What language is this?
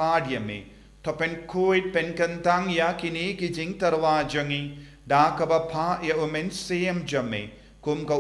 Khasi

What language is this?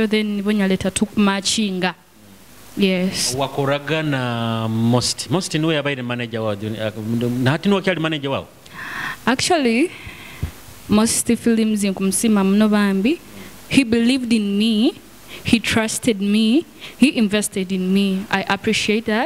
Nyoro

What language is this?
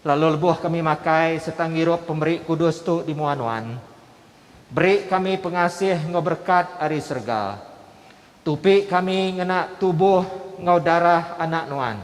Iban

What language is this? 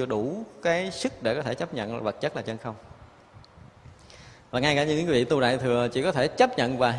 Vietnamese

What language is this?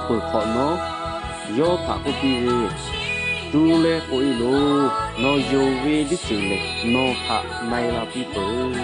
Lahu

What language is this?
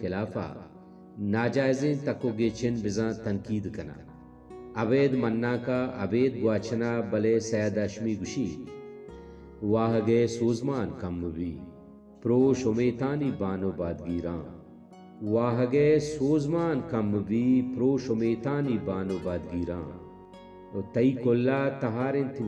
Baluchi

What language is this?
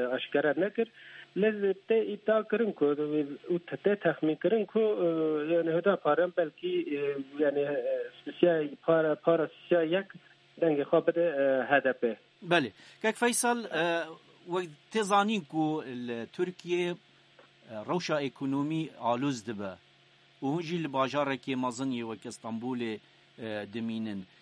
Kurdish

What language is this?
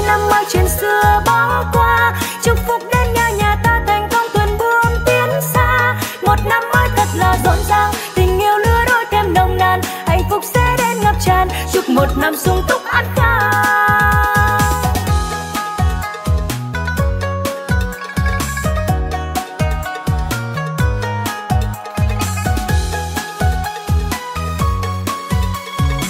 Vietnamese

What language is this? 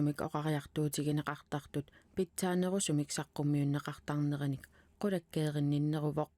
Kalaallisut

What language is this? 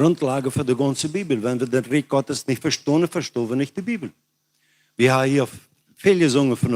Plautdietsch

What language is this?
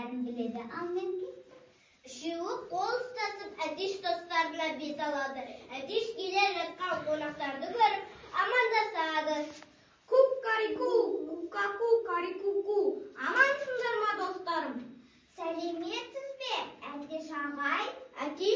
Kazakh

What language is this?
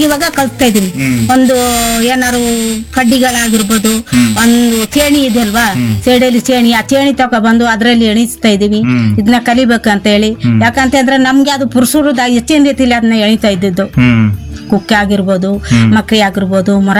Kannada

